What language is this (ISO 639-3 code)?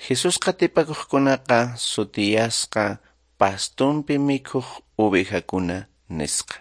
que